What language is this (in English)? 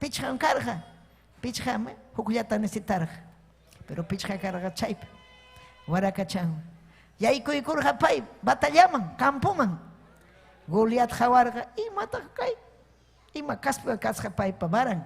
Ayacucho Quechua